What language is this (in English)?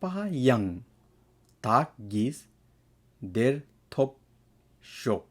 Tibetan